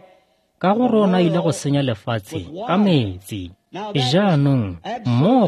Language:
Tswana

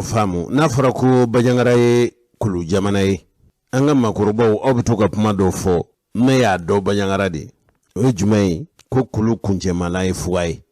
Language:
Bambara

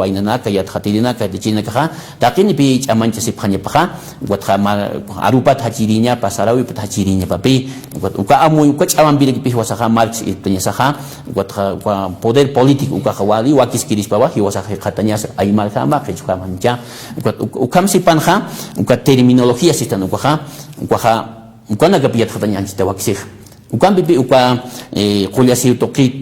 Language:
Aymara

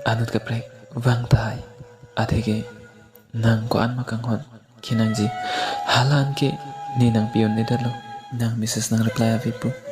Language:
Karbi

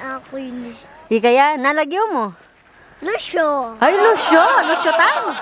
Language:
Pampanga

